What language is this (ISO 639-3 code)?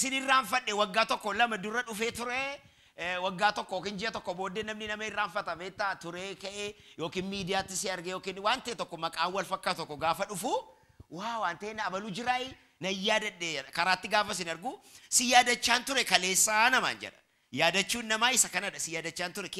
orm